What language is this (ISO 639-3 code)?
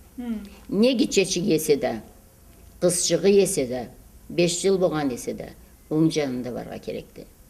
krc